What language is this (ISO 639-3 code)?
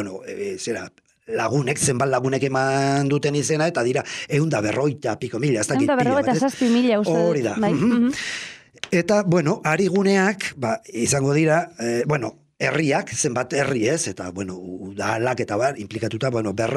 eus